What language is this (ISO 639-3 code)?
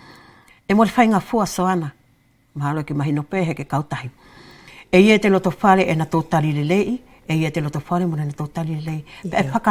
wls